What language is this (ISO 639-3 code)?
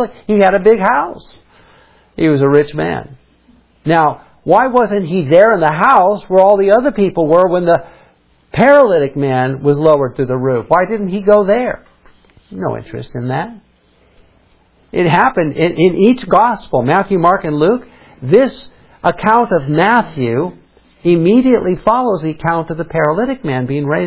eng